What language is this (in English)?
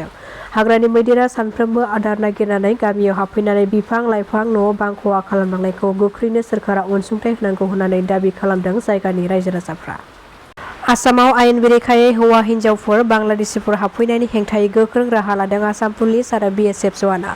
Bodo